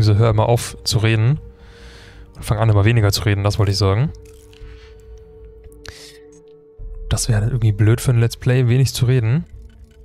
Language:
German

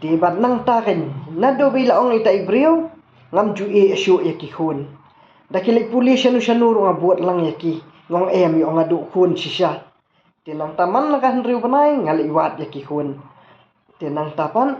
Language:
Khasi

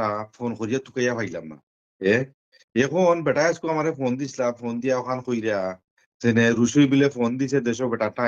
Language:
Sylheti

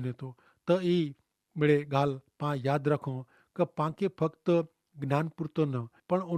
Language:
Kachhi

